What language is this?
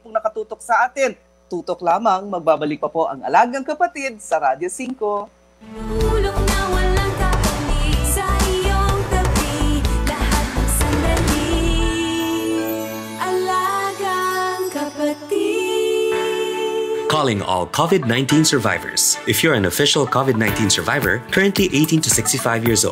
Filipino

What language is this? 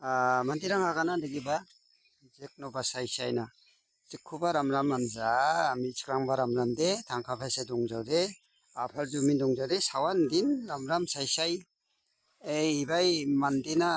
Garo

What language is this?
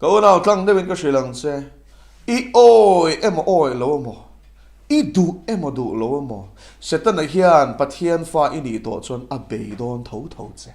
Mizo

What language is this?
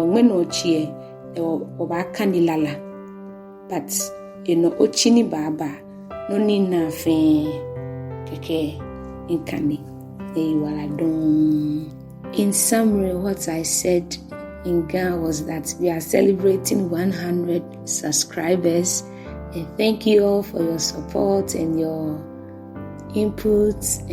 Ga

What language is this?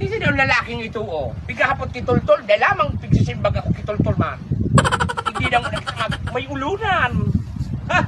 Bikol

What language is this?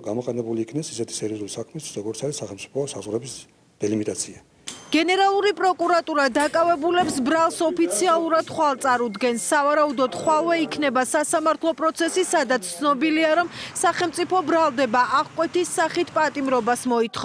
Georgian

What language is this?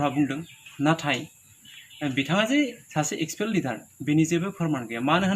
Bodo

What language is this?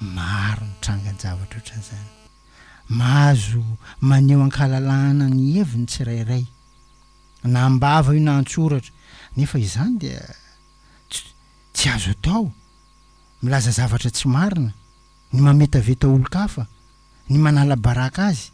Malagasy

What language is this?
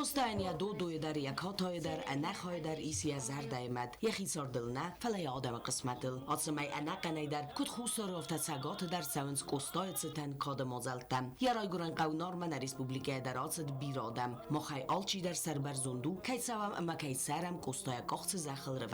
Ossetic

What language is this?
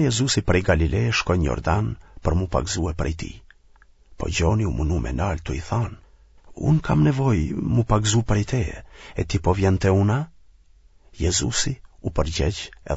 Albanian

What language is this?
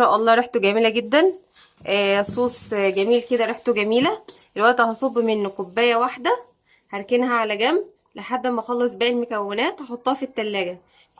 Egyptian Arabic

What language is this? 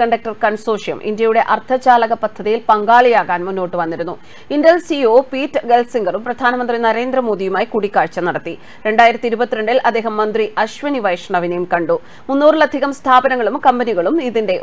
Malayalam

